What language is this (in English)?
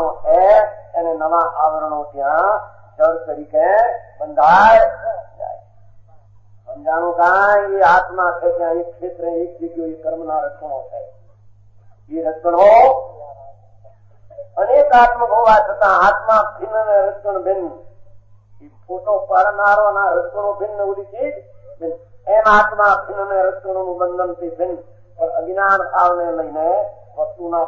Gujarati